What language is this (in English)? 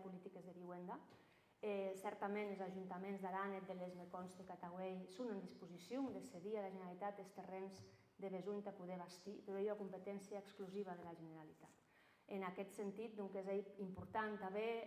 Occitan